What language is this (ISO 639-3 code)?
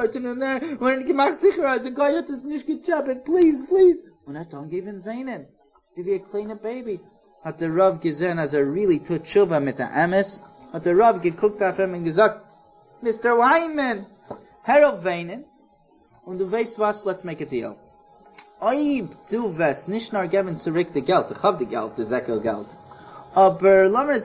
yid